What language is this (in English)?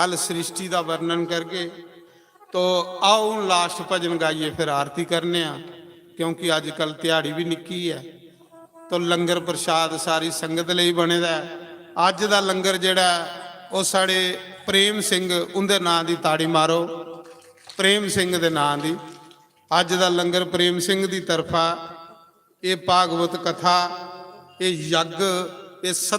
Dogri